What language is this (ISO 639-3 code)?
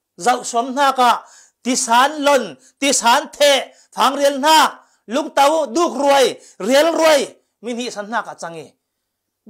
cfm